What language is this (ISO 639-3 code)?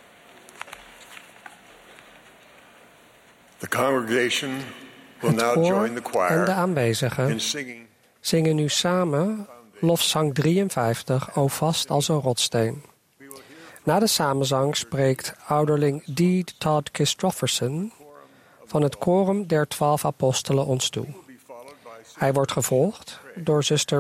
nld